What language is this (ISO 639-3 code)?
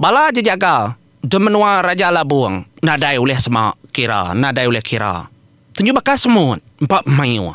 iba